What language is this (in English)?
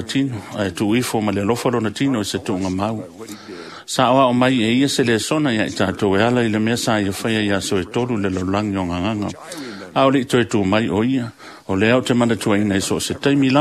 Samoan